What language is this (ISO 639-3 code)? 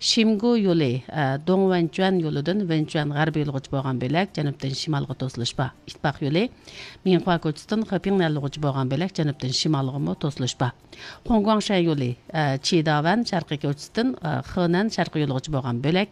uig